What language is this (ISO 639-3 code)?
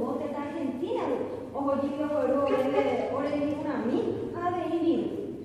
grn